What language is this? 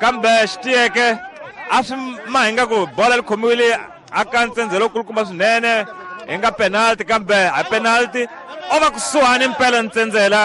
Tsonga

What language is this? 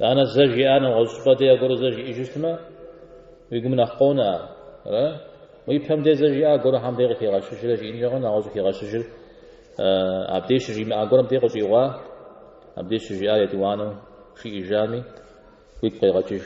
Kabardian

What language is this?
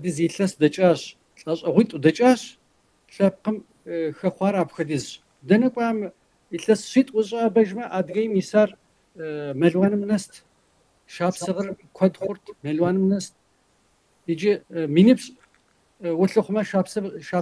Kabardian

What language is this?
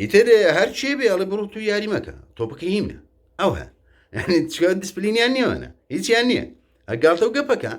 Central Kurdish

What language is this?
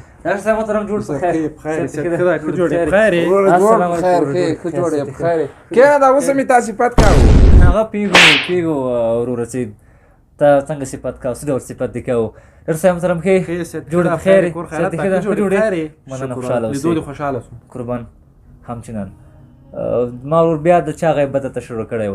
Pashto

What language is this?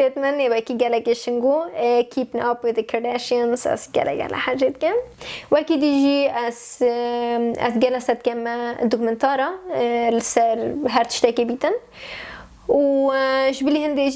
Kurdish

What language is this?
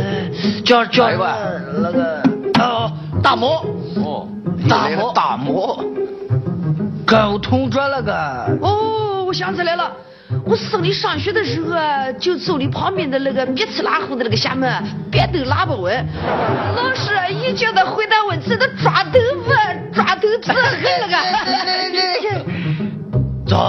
Chinese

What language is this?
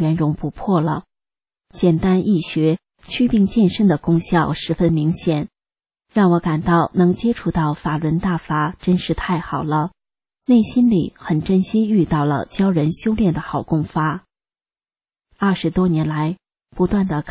Chinese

